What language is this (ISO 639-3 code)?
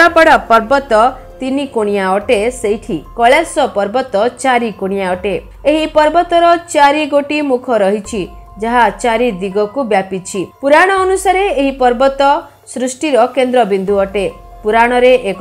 ori